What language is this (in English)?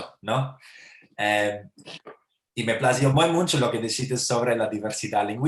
Ladino